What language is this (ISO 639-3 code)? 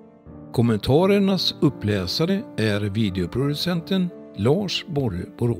swe